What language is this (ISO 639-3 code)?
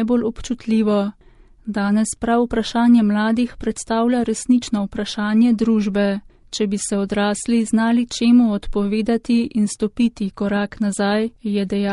slv